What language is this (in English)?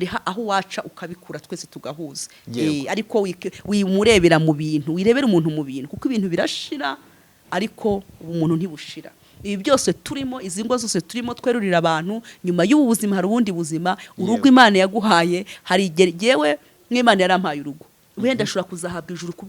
Kinyarwanda